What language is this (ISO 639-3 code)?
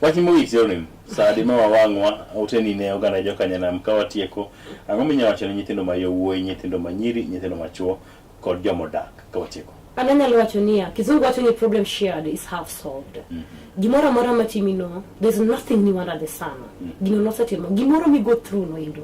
luo